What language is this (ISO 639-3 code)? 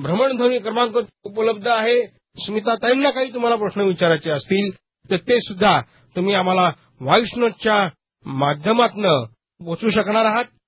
mar